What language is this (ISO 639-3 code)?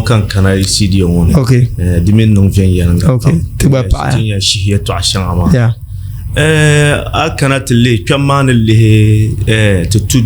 dag